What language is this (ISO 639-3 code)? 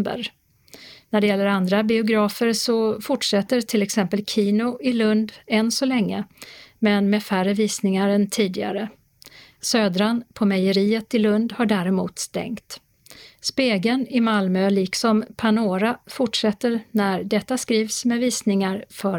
swe